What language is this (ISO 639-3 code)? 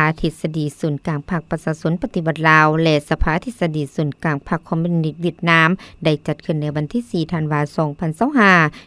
lao